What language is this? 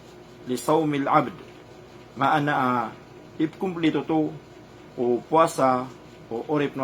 Maranao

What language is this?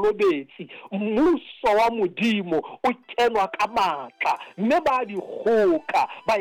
Southern Sotho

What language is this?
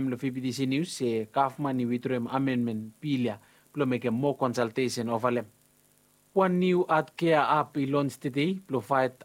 Bislama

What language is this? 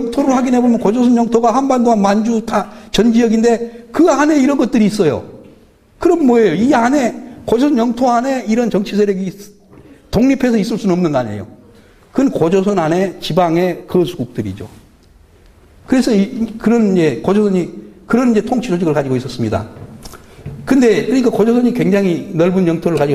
Korean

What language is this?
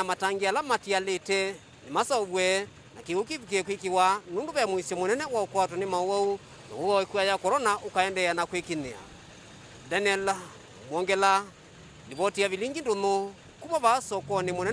Kamba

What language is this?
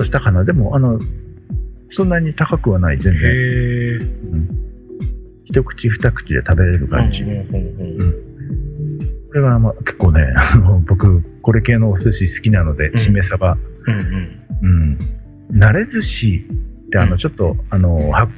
Japanese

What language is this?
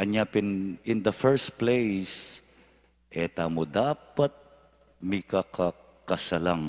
Pampanga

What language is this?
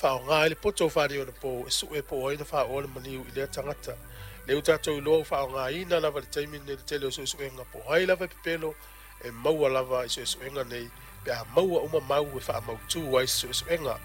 Samoan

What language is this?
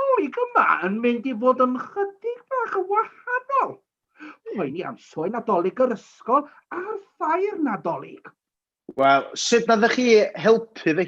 Welsh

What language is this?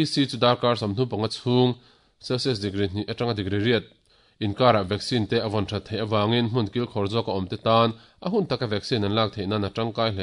Mizo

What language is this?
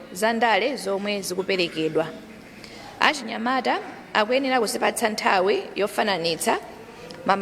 Nyanja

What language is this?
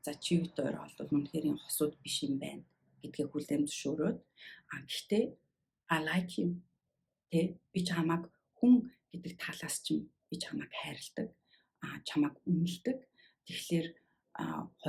Mongolian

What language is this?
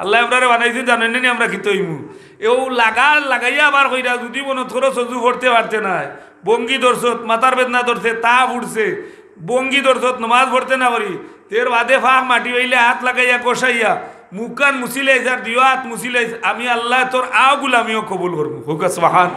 Sylheti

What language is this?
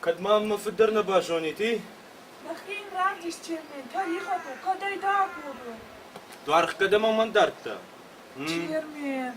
Ossetic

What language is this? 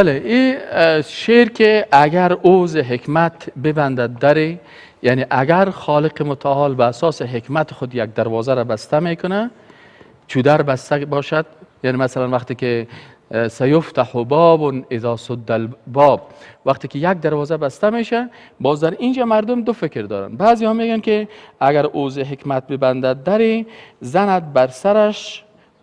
Persian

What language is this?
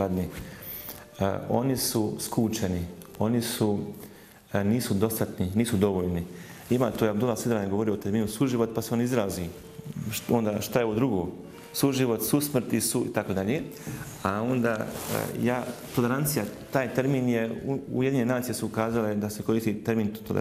Bosnian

